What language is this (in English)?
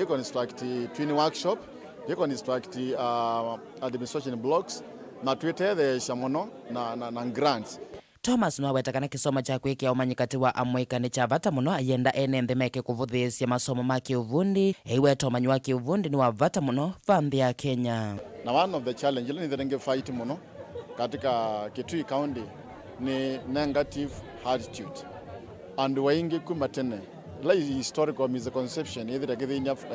Kamba